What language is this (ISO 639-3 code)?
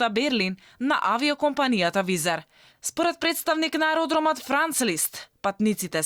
mkd